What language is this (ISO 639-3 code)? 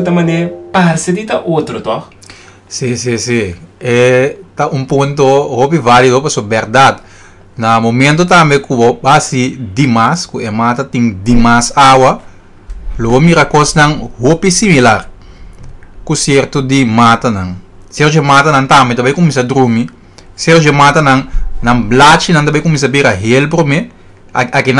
pap